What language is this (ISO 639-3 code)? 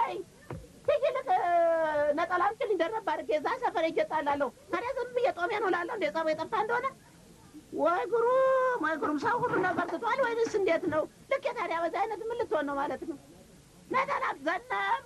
amh